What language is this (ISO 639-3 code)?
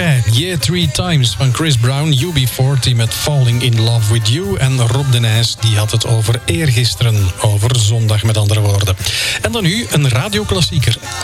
nld